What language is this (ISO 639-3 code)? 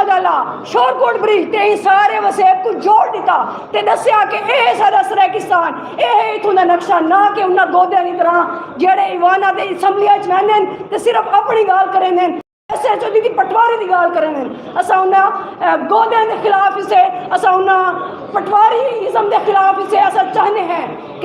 skr